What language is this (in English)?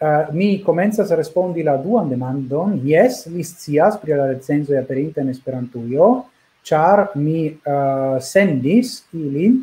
Esperanto